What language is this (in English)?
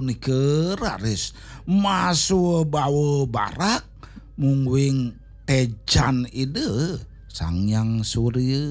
Balinese